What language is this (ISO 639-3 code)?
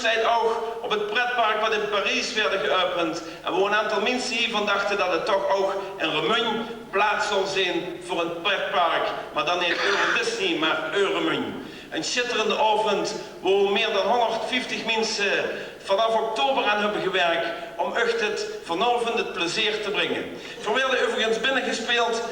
lim